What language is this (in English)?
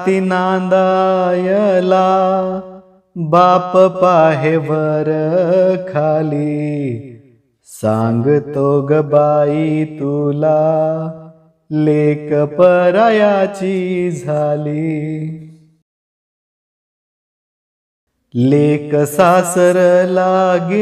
Marathi